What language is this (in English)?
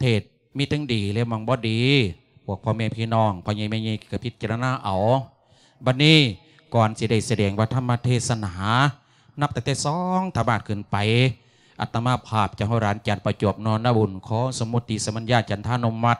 Lao